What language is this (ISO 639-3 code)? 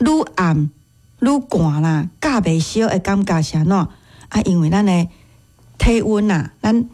nan